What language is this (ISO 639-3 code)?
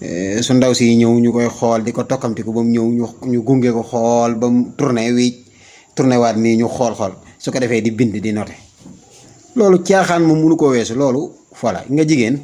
wol